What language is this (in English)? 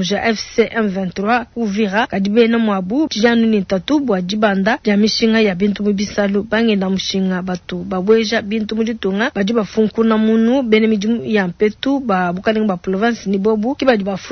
Luba-Lulua